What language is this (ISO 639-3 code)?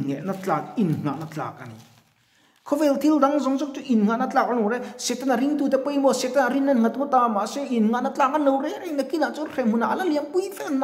lus